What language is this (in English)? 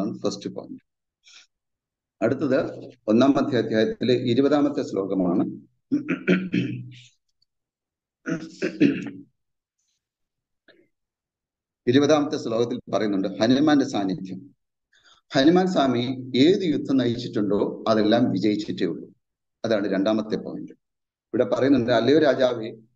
Malayalam